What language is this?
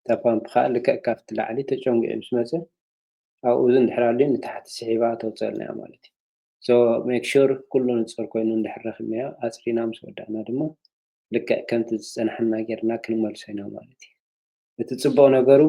Tigrinya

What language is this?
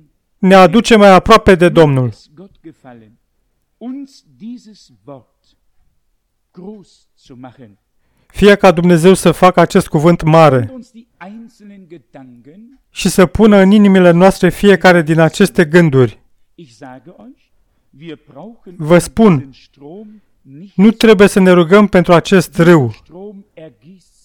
Romanian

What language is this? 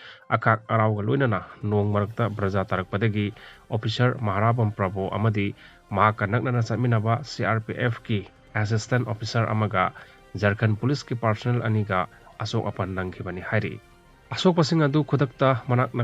Manipuri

